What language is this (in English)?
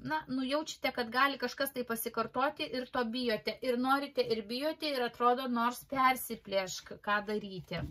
Lithuanian